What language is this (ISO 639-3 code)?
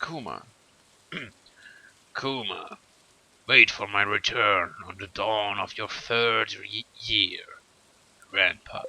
gsw